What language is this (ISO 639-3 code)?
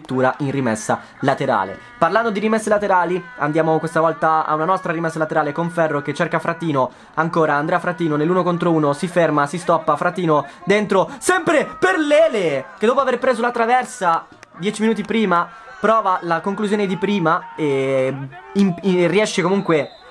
ita